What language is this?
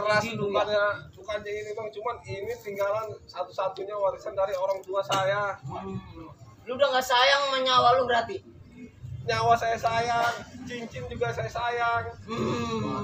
Betawi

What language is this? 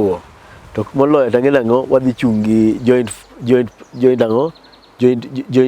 Luo (Kenya and Tanzania)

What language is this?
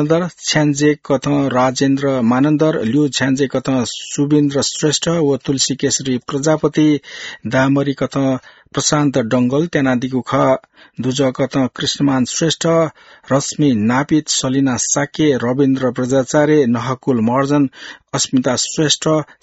Newari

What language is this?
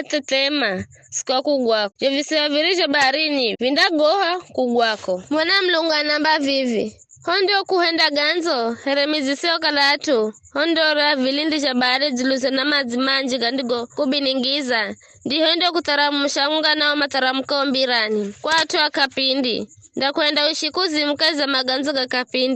Giryama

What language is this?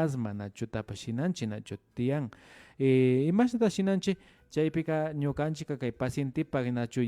Imbabura Highland Quichua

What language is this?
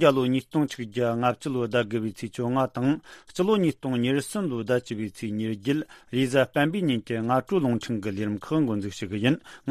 Tibetan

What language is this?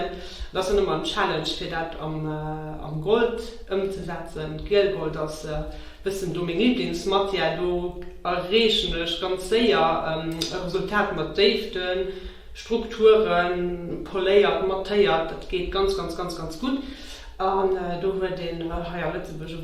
Luxembourgish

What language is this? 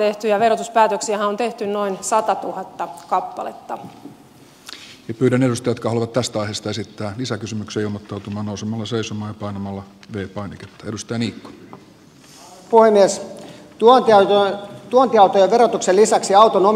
Finnish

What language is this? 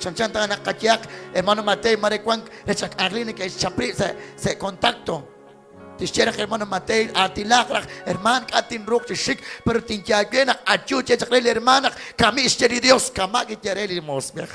Kekchí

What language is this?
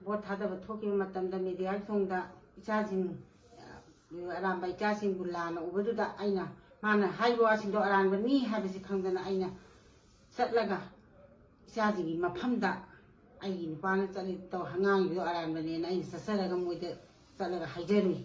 Manipuri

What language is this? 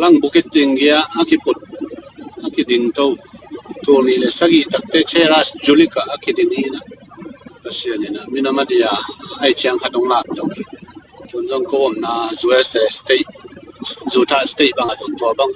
Tedim Chin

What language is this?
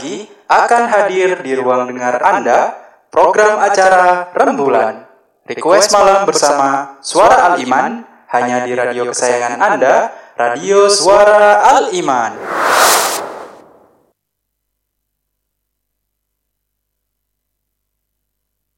Indonesian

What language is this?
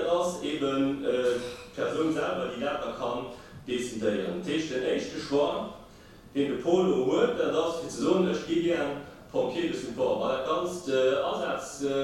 Luxembourgish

